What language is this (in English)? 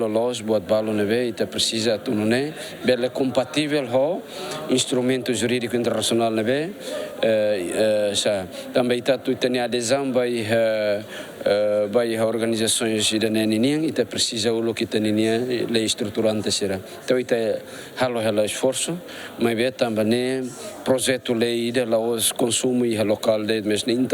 Tetum